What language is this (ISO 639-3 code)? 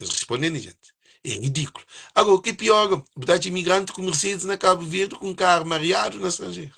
kea